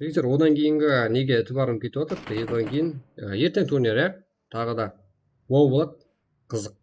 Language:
Kara-Kalpak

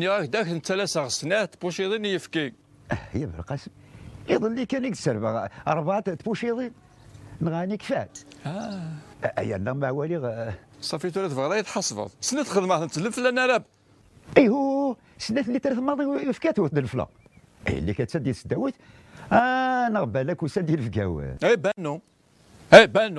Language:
Kabyle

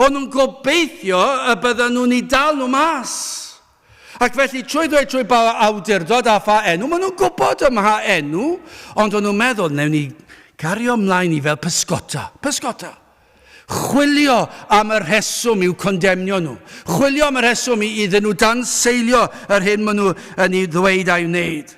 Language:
Welsh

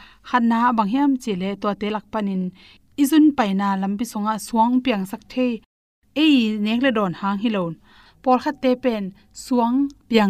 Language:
Tedim Chin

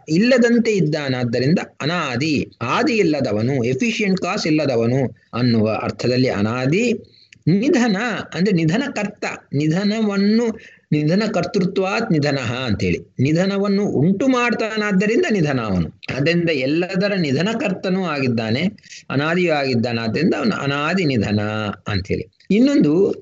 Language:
Kannada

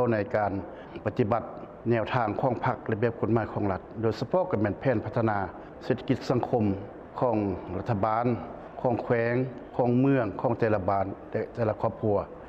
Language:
Lao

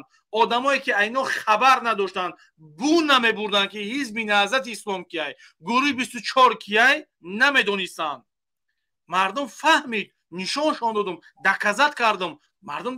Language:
Tajik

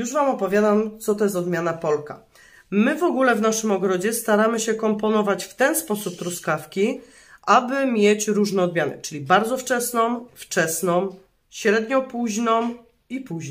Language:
Polish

